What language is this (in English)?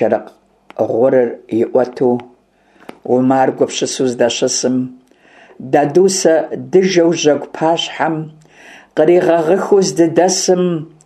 Kabardian